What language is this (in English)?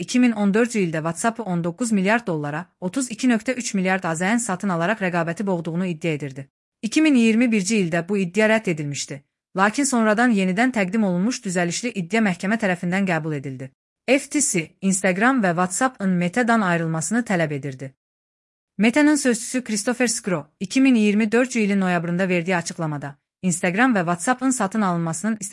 Azerbaijani